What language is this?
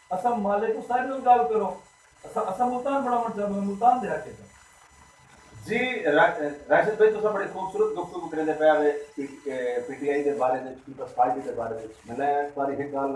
Saraiki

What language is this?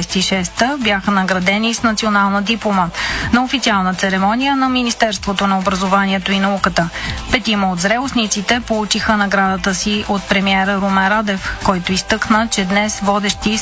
Bulgarian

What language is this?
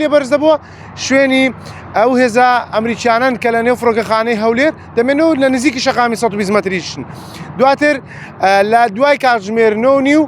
Central Kurdish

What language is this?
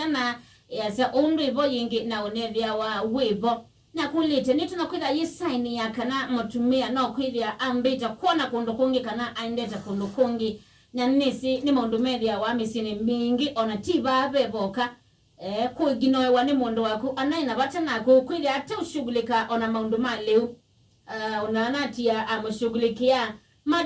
Kamba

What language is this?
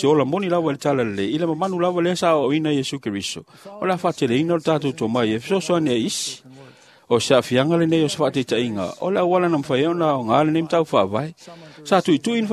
Samoan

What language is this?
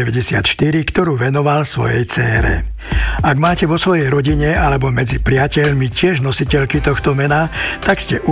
Slovak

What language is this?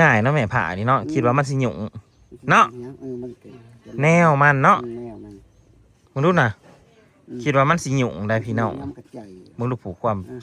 Northeastern Thai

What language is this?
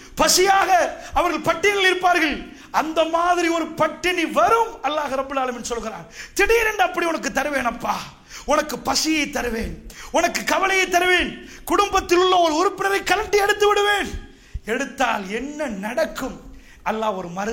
Tamil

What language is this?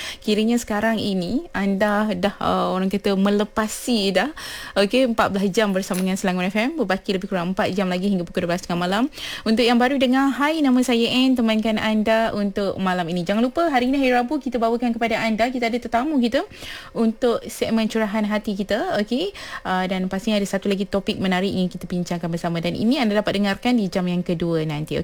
Malay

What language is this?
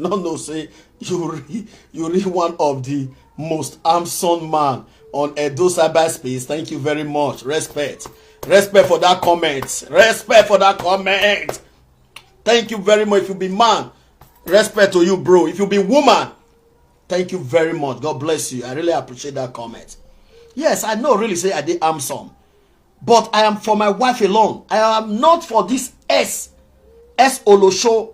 Nigerian Pidgin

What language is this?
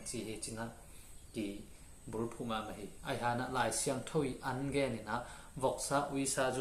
Tedim Chin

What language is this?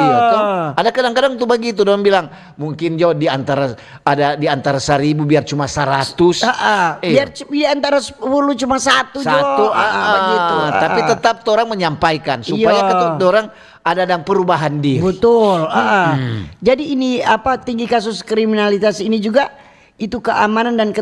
Manado Malay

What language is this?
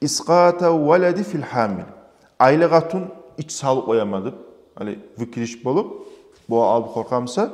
Kumyk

